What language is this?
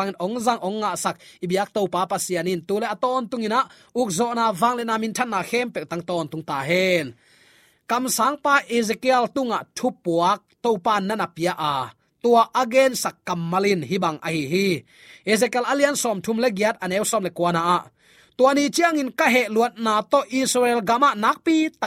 Tedim Chin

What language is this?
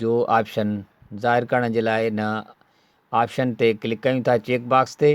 Sindhi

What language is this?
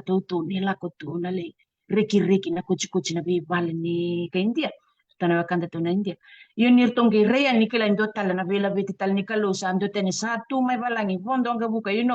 Fijian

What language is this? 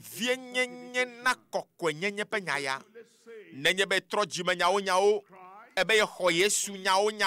Ewe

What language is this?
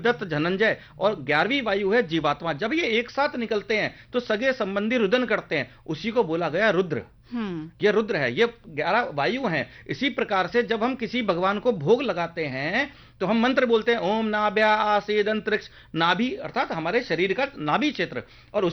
Hindi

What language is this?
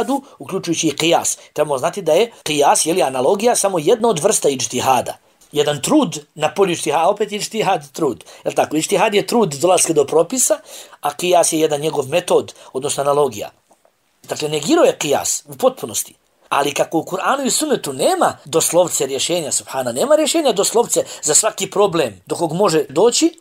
Bosnian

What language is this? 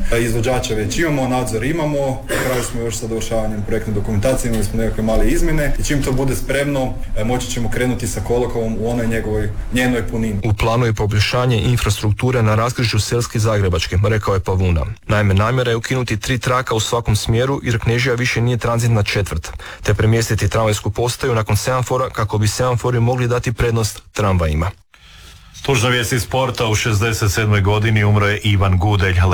Croatian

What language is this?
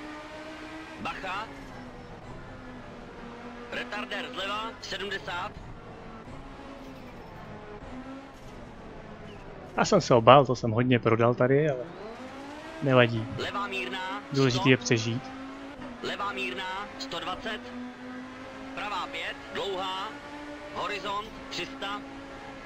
Czech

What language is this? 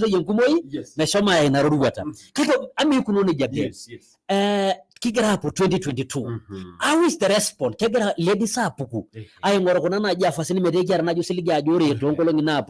Masai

